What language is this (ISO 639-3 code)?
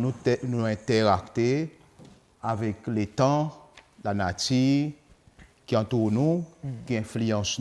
crs